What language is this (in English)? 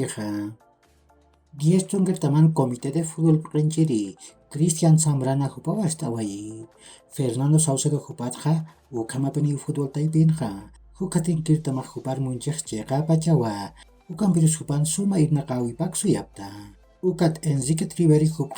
Aymara